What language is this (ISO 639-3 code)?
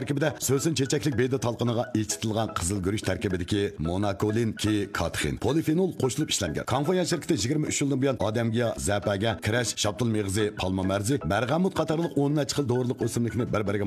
uig